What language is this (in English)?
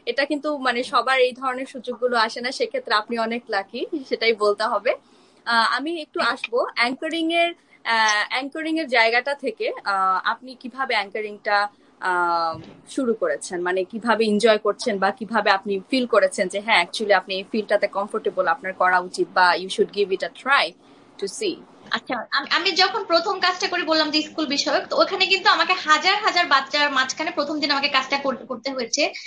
Bangla